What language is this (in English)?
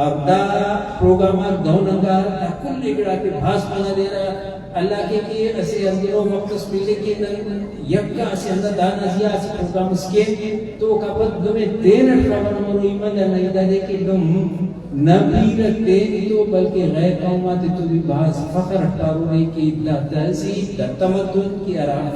Brahui